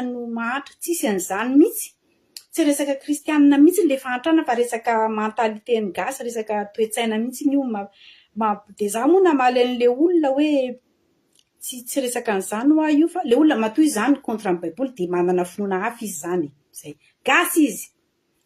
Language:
Malagasy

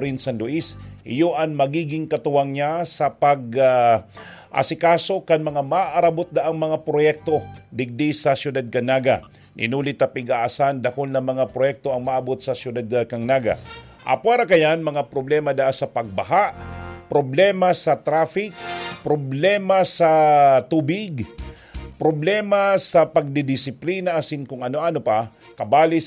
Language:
Bikol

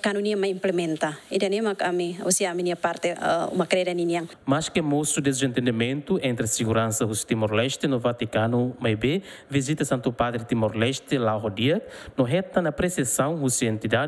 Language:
Tetum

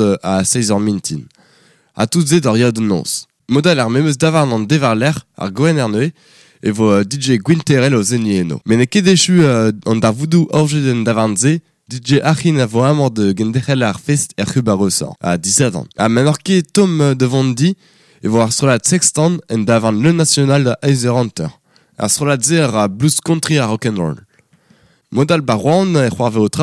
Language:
Breton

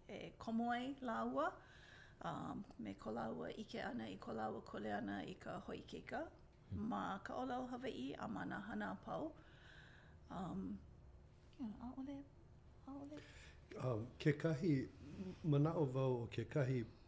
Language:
Hawaiian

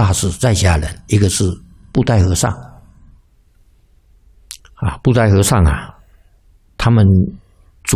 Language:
Chinese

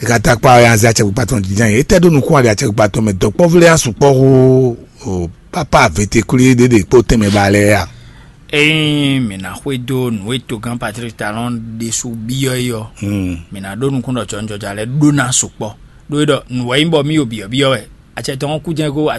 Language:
Fon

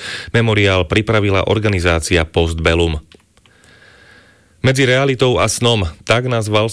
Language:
Slovak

